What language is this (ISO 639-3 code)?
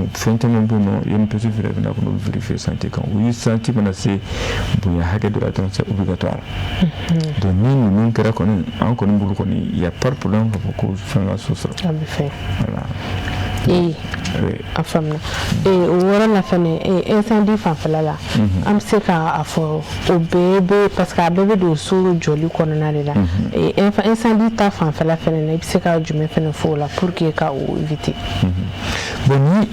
bam